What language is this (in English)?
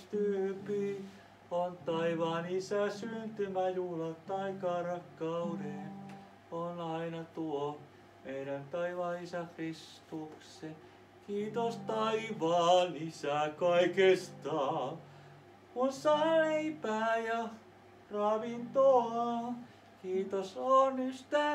Finnish